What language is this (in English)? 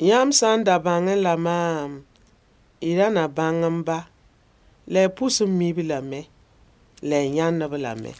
Mossi